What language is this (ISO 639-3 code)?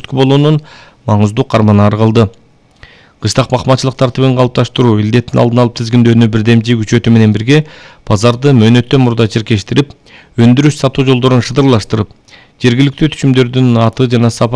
kir